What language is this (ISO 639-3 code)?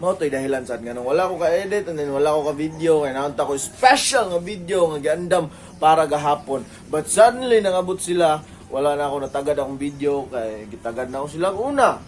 ceb